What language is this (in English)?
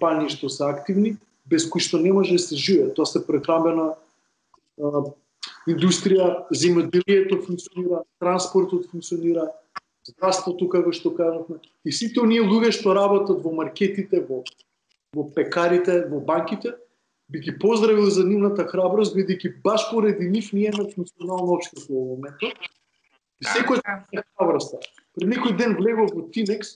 Macedonian